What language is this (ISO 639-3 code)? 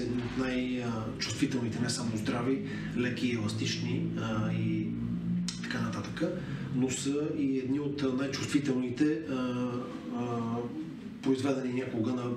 bul